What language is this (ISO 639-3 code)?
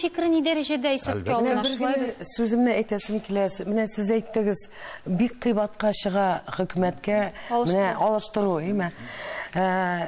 tat